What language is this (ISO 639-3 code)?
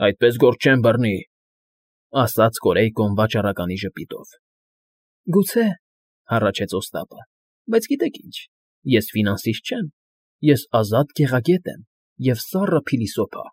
hye